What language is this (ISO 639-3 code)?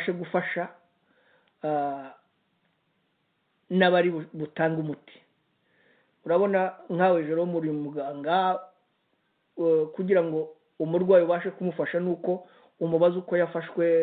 kin